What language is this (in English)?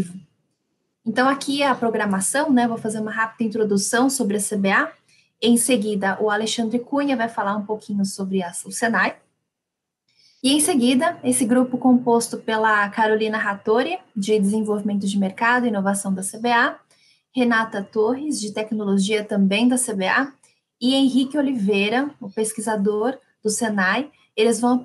Portuguese